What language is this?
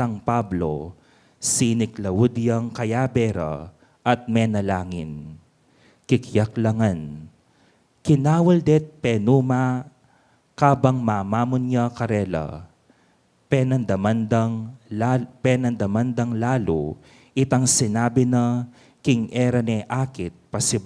Pampanga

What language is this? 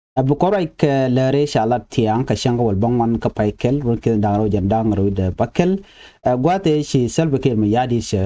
Nuer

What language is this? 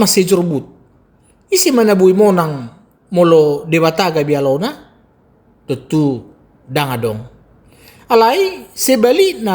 Batak Toba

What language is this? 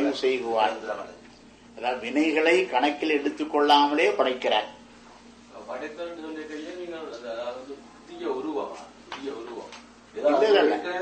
Tamil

